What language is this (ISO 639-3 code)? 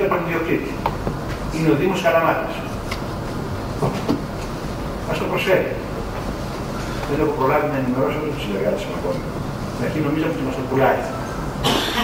ell